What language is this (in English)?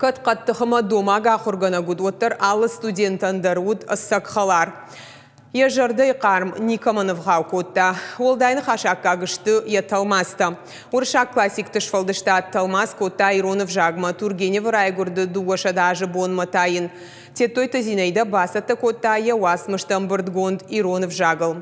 Ossetic